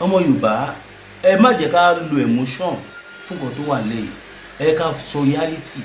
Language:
Yoruba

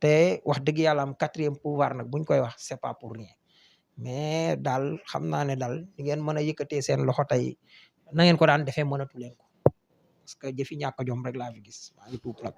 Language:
Wolof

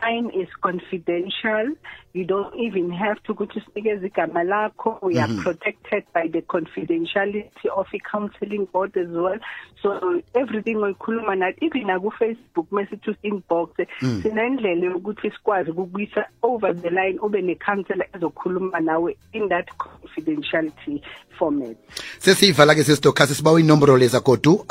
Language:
South Ndebele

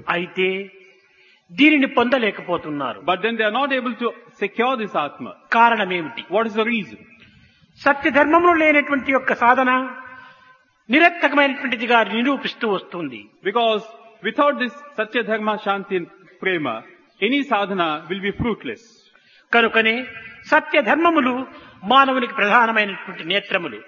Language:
Telugu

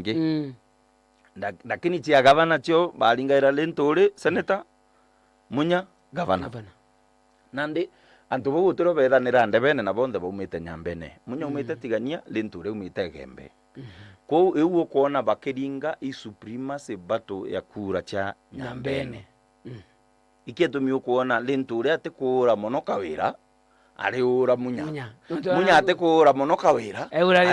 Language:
Meru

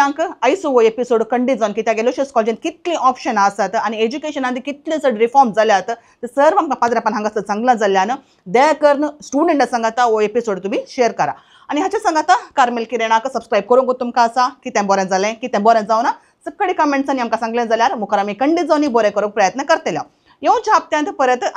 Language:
Konkani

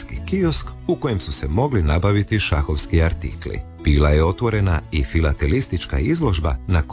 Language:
Croatian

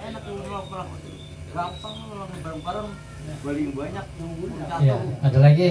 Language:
Betawi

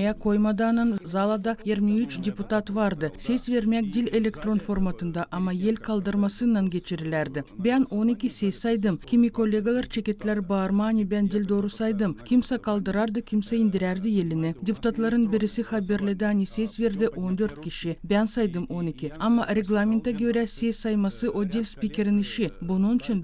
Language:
Gagauz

